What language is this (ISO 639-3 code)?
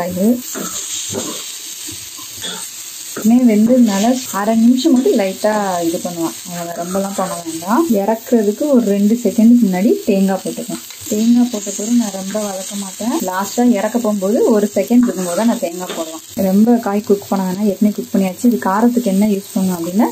tam